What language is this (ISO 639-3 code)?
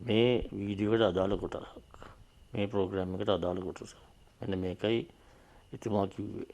sin